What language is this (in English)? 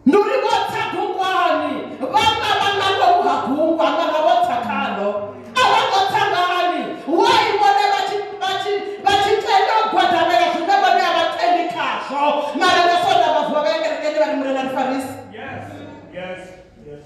Venda